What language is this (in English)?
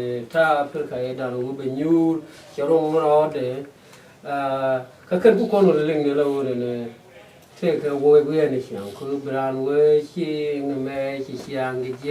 Nuer